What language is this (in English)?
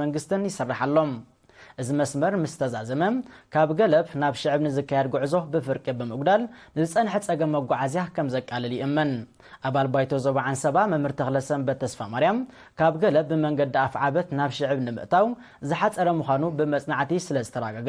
Tigrinya